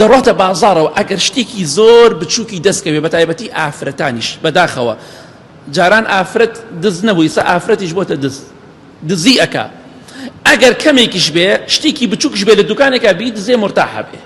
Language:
Central Kurdish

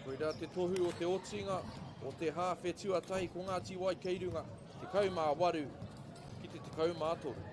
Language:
Māori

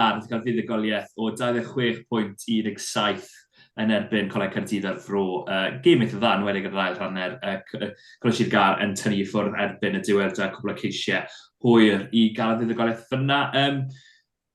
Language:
Welsh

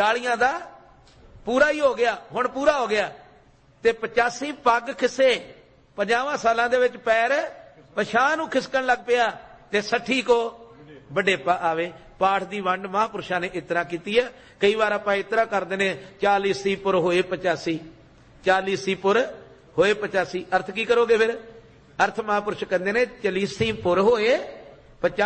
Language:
Punjabi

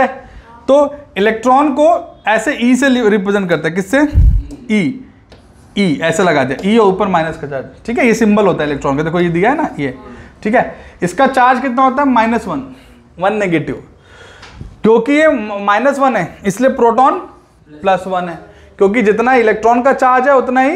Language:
Hindi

